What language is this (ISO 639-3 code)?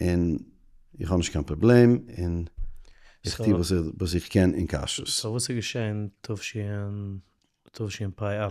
yid